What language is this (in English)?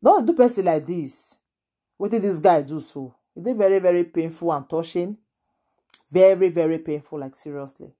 Nigerian Pidgin